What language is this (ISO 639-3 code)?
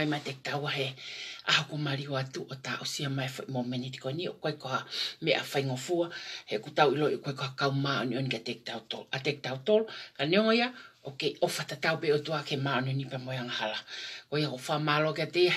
ton